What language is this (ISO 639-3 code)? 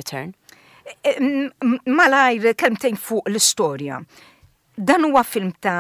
mlt